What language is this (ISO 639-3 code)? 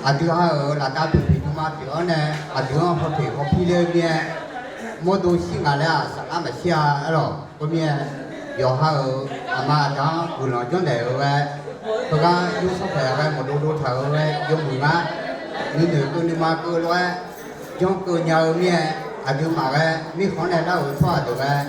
ahk